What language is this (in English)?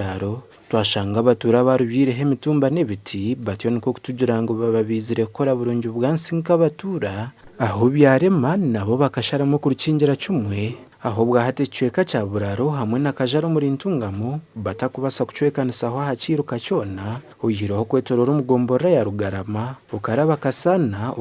Nyankole